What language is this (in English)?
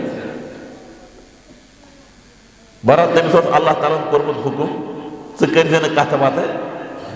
Kashmiri